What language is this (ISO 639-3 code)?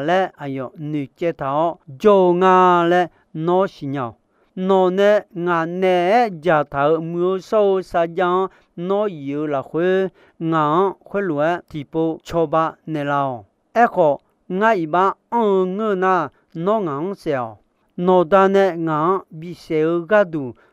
ahk